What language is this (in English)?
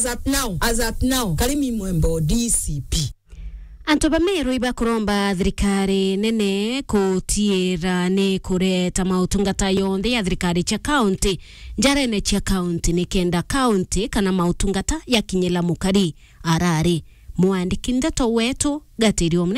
Meru